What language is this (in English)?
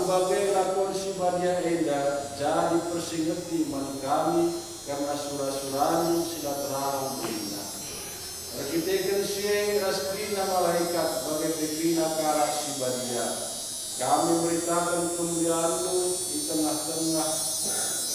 Batak Karo